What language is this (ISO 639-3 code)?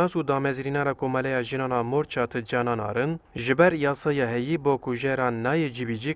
kur